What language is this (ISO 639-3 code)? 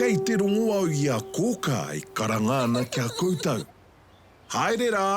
mri